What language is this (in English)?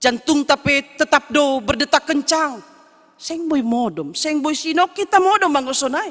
Batak Simalungun